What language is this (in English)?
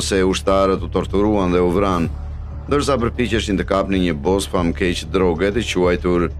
Albanian